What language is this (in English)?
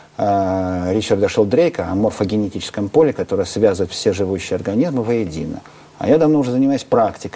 Russian